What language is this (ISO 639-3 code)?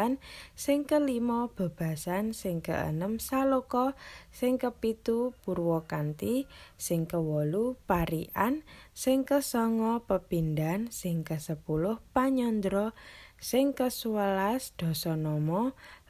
jav